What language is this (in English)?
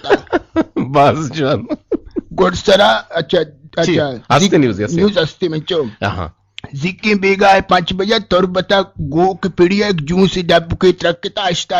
Eastern Balochi